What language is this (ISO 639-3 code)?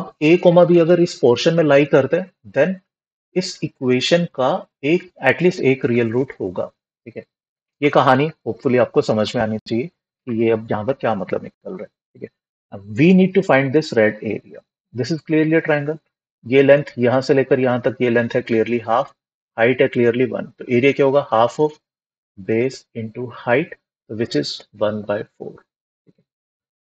hin